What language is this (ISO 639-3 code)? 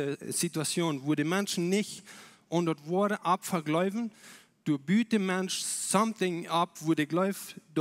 pdt